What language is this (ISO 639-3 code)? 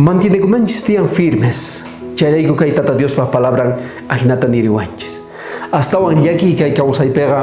quh